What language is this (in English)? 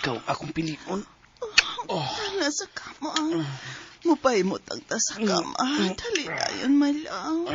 Cebuano